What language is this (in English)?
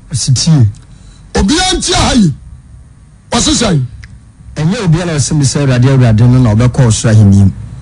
Akan